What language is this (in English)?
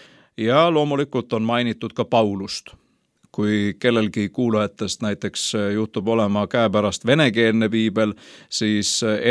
Estonian